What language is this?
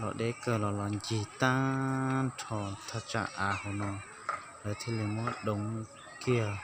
Hmong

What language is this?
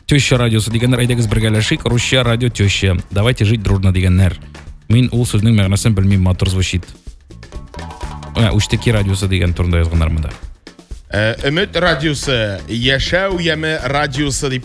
Tatar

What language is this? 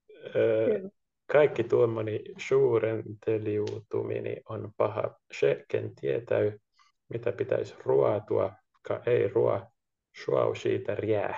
Finnish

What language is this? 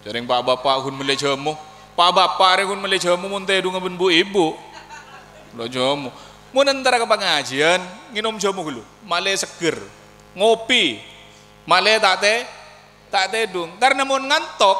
Madurese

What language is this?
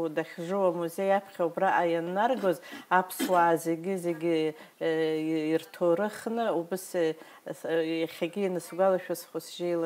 Abkhazian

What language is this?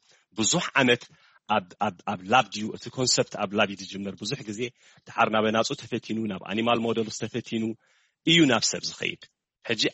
Tigrinya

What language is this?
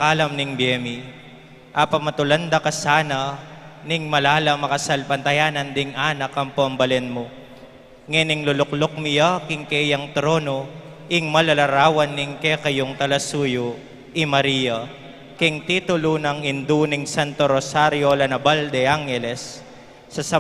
Pampanga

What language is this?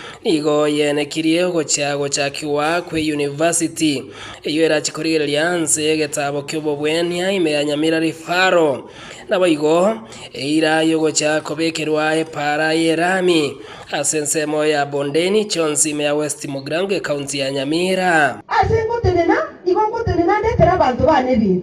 Gusii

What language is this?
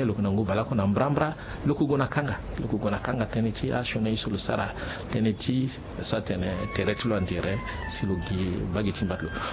Sango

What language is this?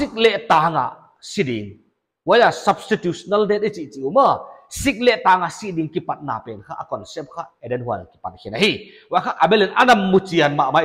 Paite Chin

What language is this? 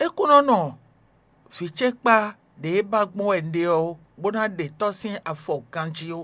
Fon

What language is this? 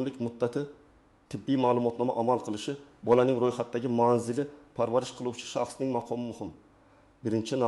Uzbek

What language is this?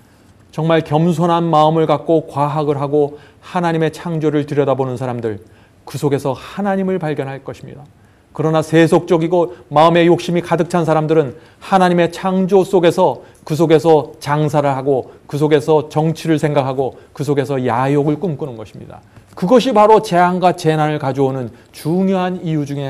Korean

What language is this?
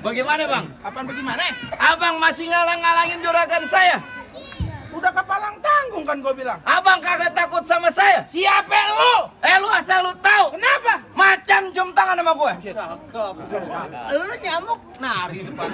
Betawi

